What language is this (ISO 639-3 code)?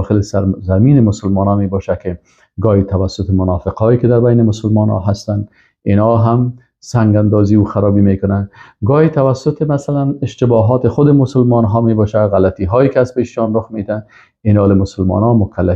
fas